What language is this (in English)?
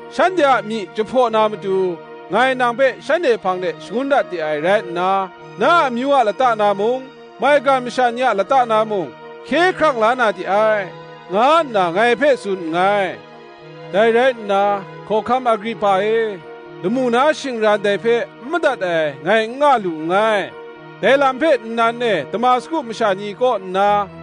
Kachin